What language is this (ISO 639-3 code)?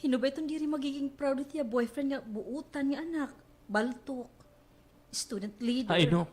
war